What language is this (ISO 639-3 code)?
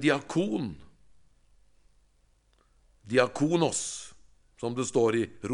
nor